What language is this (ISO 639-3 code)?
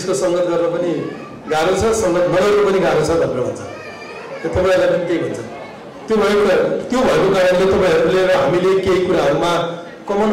nep